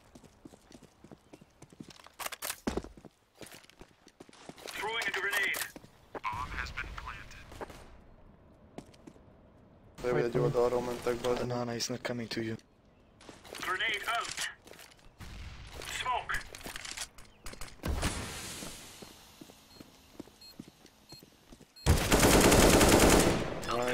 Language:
Hungarian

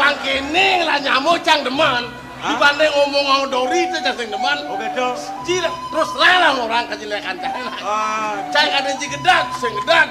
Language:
Balinese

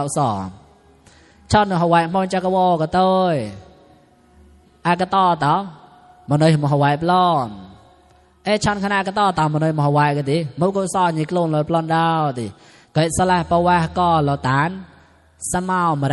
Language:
Mon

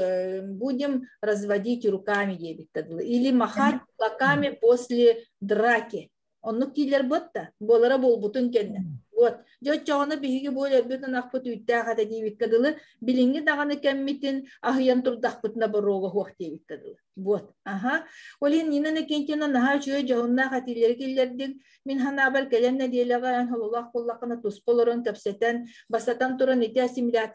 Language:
Yakut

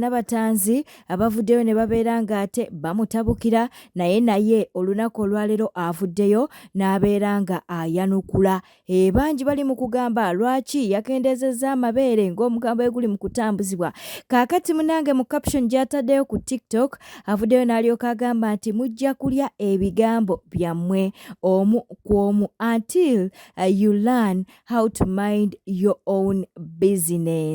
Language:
Ganda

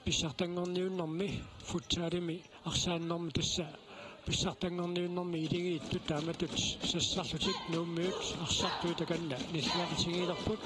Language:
Kalaallisut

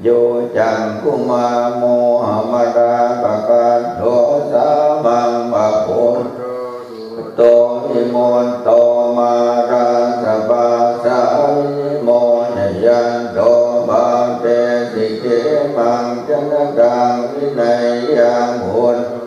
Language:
Pali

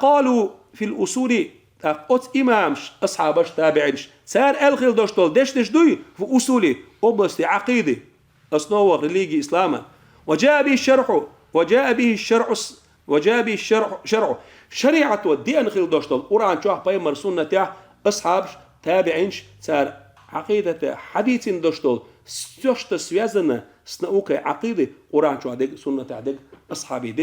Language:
Chechen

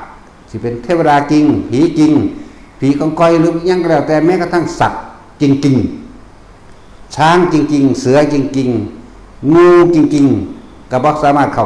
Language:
Northeastern Thai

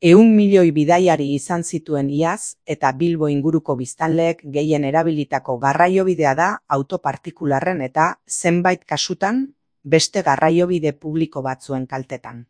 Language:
Basque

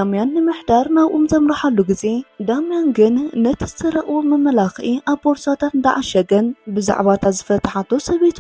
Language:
Tigrinya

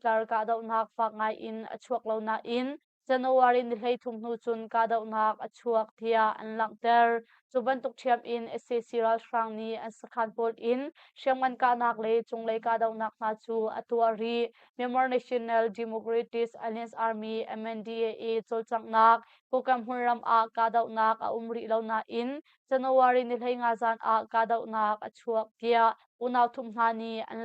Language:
Hakha Chin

